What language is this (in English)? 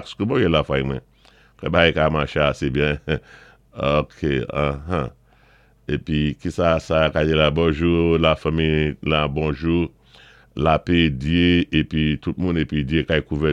Saint Lucian Creole French